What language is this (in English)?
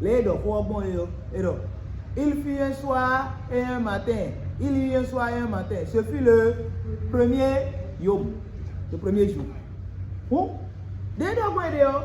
Fon